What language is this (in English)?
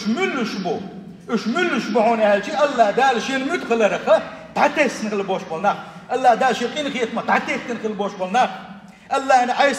Chechen